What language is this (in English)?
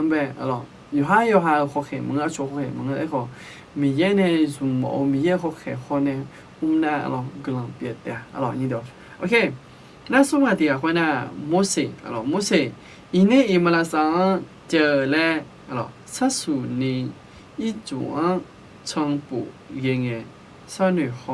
Akha